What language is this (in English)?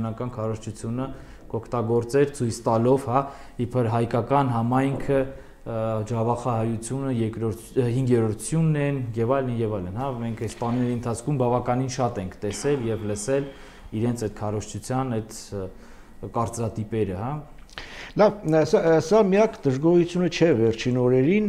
Armenian